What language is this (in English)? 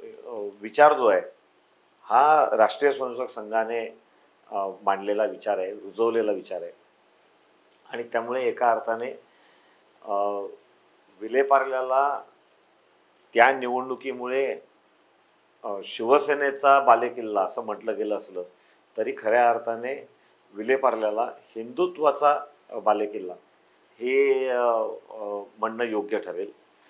Marathi